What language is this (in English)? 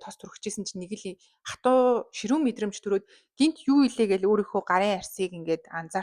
Mongolian